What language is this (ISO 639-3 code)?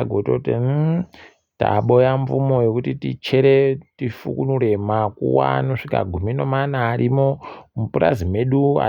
ndc